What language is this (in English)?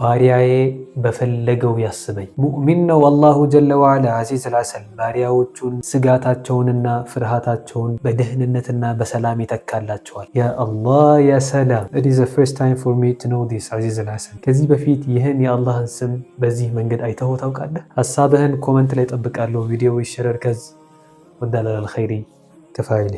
Amharic